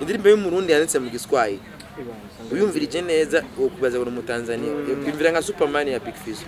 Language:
Rundi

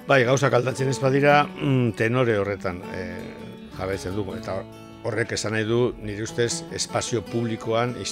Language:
Basque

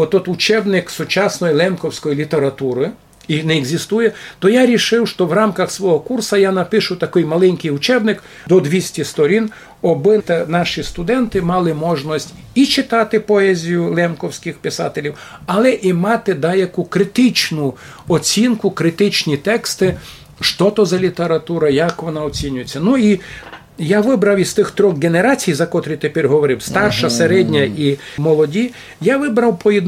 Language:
Rusyn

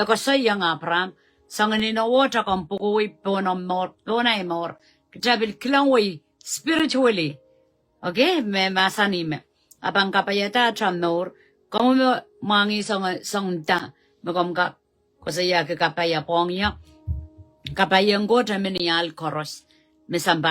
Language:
Pohnpeian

